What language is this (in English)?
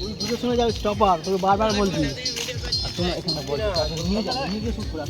Santali